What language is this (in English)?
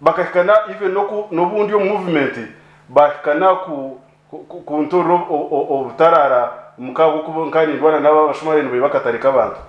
Nyankole